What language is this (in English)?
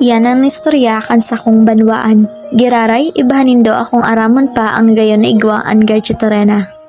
Bikol